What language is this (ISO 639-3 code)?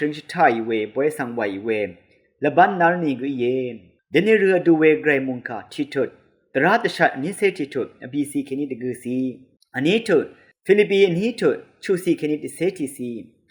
raw